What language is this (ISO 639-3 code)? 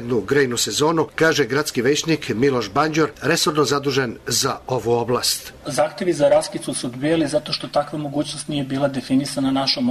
srp